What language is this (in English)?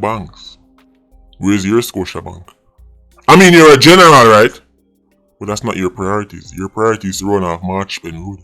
Jamaican Creole English